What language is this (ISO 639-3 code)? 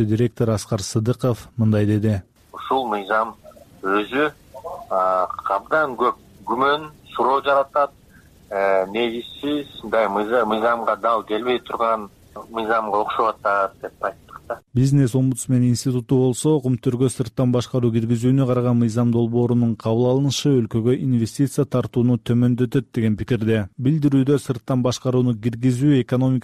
kir